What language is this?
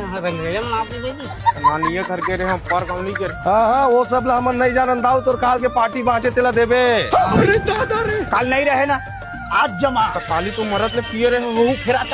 Chhattisgarhi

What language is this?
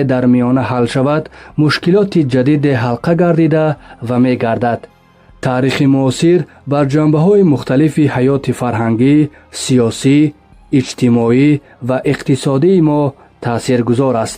Tajik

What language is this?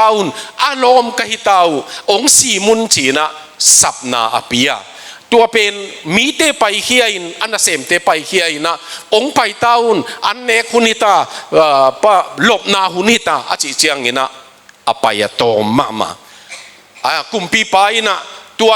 Tedim Chin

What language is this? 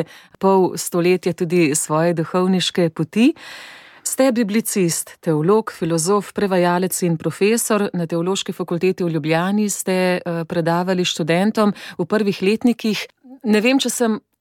Slovenian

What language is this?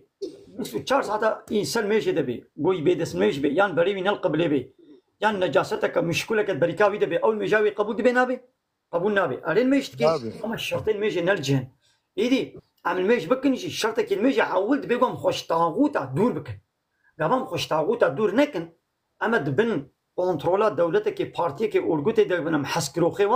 Kurdish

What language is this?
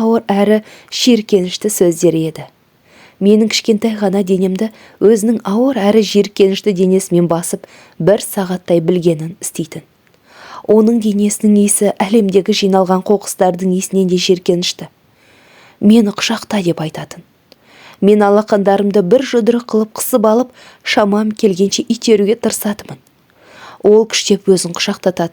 Kazakh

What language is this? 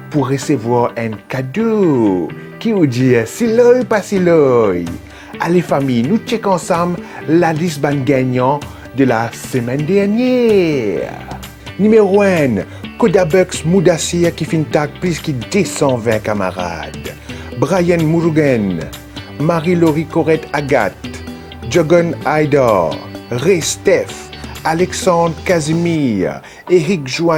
Morisyen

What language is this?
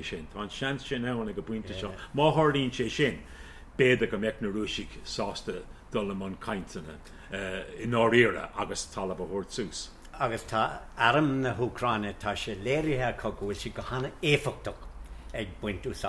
Irish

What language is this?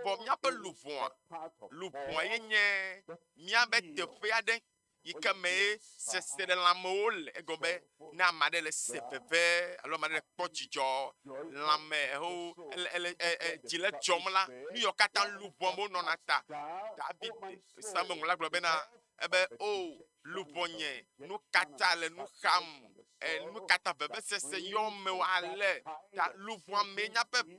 Ewe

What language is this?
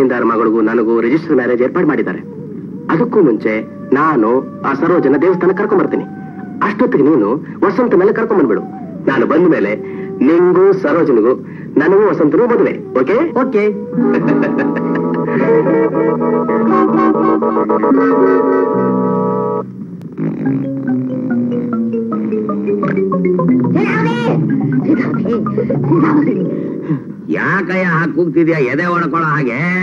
Kannada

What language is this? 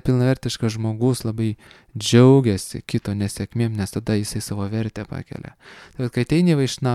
Lithuanian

